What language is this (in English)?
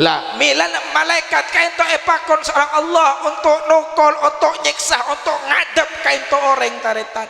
Madurese